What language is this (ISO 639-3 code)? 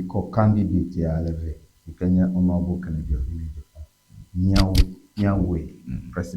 ewe